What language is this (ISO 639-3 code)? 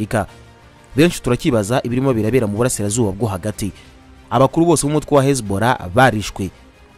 kin